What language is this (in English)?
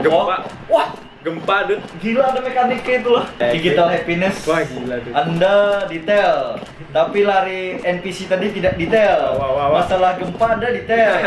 Banjar